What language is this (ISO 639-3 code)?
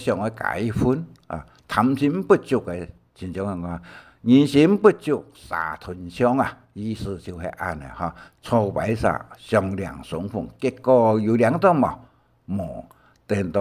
hak